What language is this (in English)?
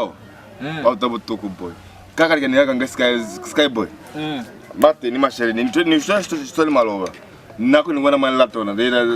Lozi